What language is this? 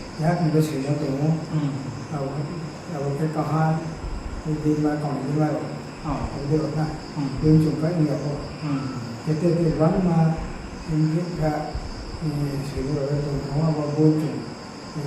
Riang (India)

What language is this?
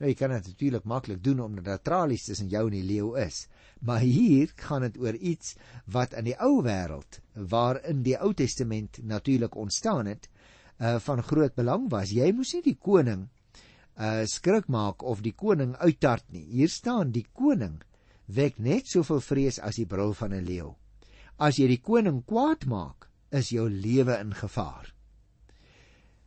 Afrikaans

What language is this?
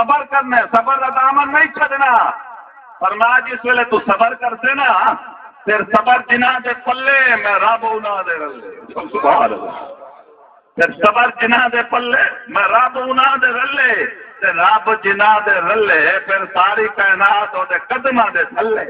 Saraiki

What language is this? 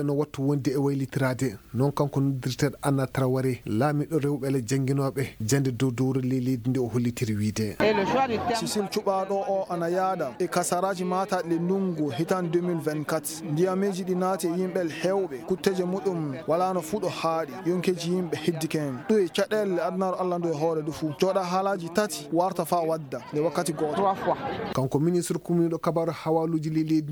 Fula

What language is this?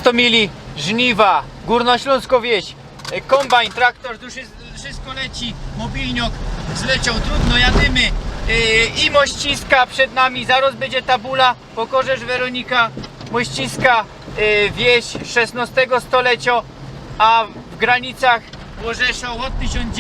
Silesian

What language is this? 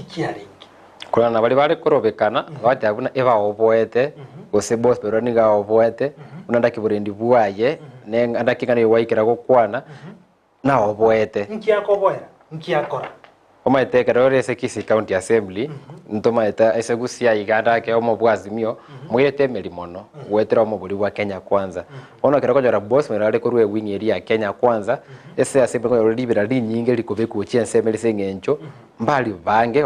Gusii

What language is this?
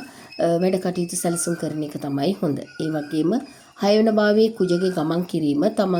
Sinhala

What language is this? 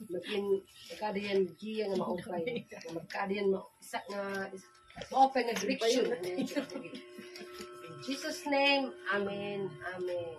Waray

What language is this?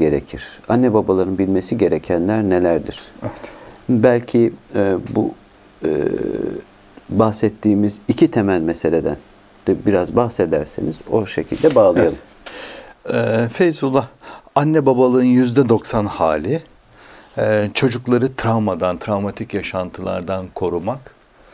Turkish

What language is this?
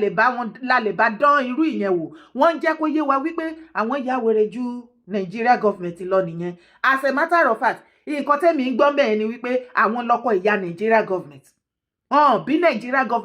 Yoruba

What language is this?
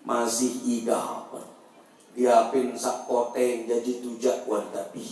Sasak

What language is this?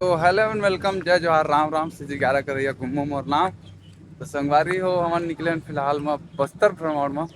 Chhattisgarhi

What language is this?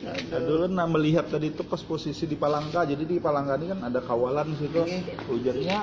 Banjar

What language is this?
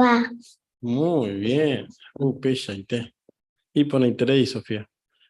Guarani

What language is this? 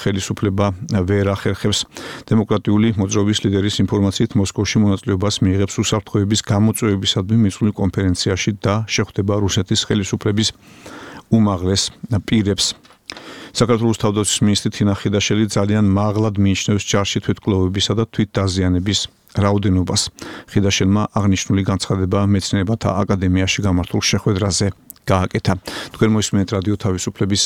Georgian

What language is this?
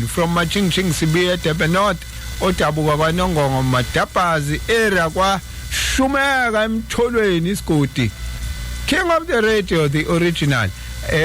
Zulu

